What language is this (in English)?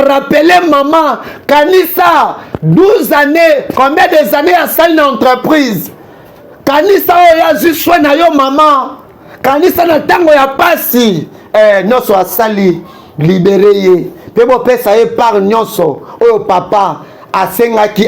Lingala